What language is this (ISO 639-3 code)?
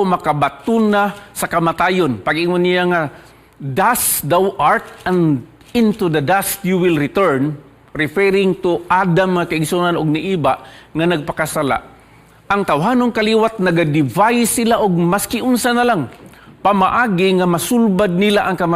ceb